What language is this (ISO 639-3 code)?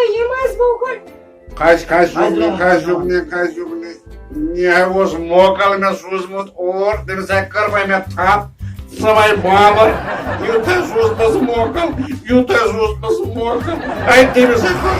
kas